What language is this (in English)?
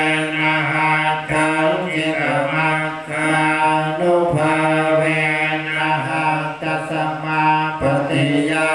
Pali